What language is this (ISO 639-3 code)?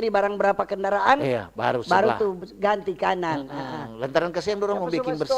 xmm